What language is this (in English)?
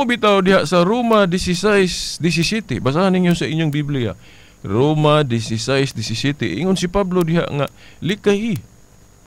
Cebuano